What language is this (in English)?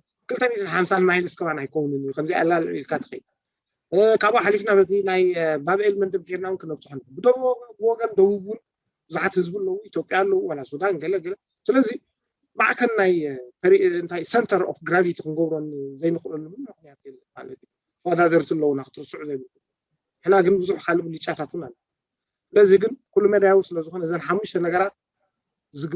Tigrinya